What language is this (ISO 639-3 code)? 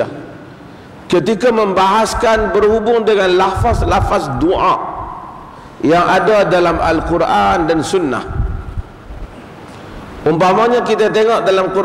msa